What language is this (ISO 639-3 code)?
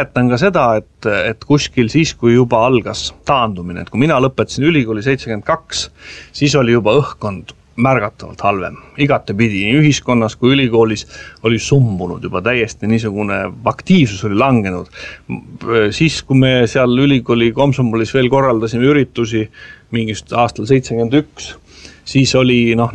est